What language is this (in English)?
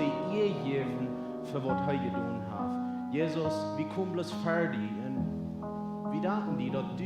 Plautdietsch